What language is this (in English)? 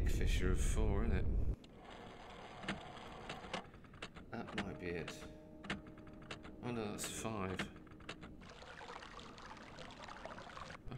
English